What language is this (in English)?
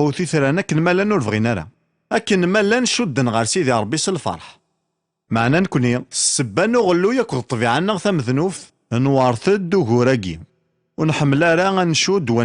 Kabyle